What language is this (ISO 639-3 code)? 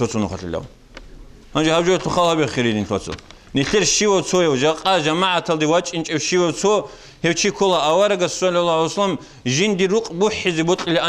ava